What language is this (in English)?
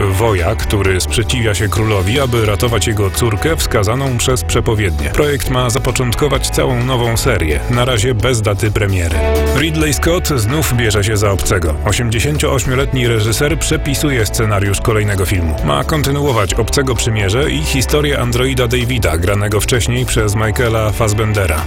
Polish